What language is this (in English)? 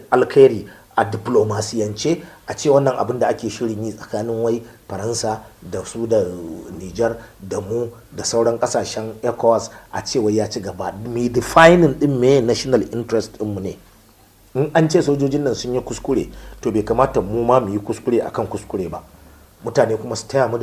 Hausa